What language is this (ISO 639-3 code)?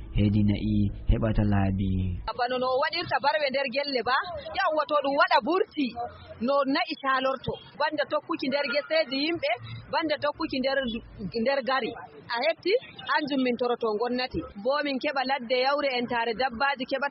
ful